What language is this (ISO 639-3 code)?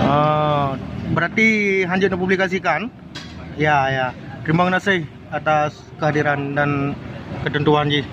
ace